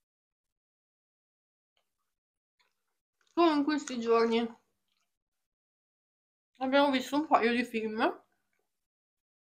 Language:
Italian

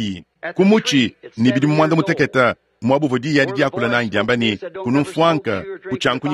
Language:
Luba-Lulua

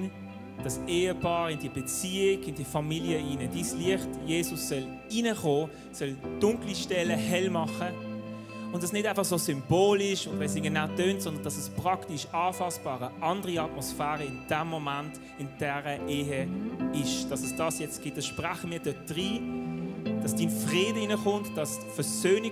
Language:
Swiss German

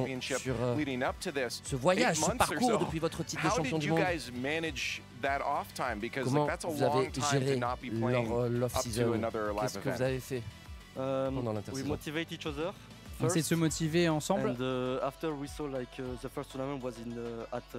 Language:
French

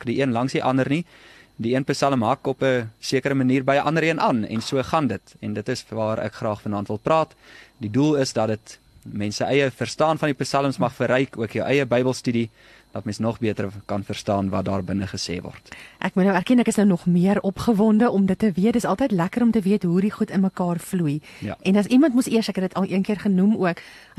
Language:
Afrikaans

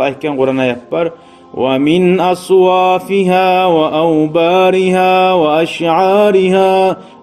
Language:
Kumyk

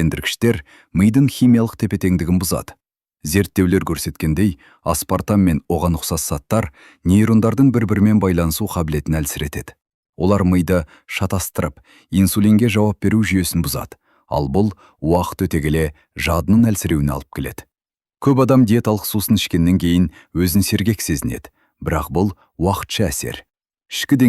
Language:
Kazakh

